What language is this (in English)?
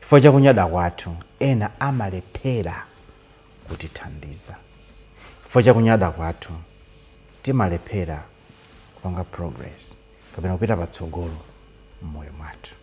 Nyanja